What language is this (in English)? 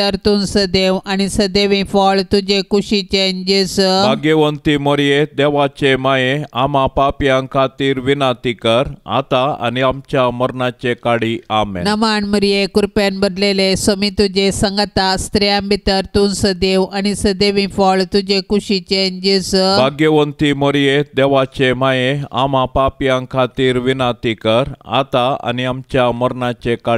Konkani